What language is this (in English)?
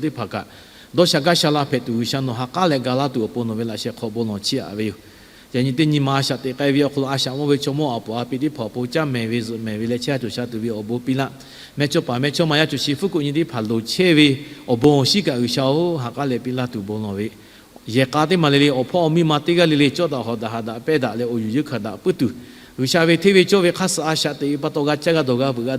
Lahu